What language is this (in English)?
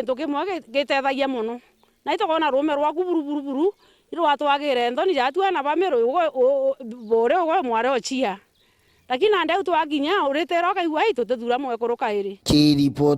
Meru